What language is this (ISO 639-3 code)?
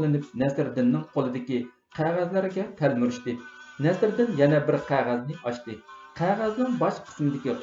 uig